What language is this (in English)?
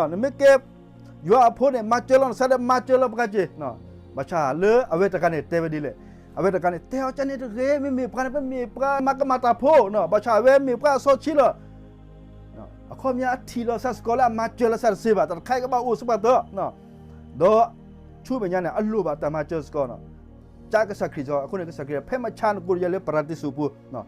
S'gaw Karen